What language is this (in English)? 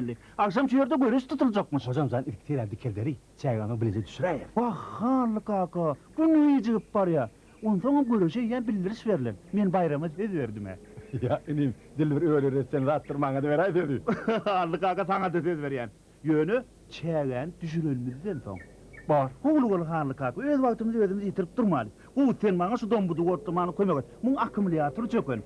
Turkmen